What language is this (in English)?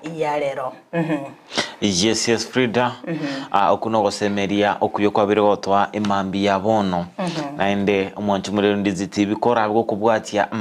Gusii